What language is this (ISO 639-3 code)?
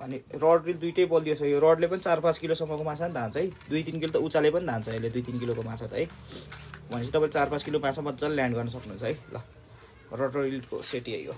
nep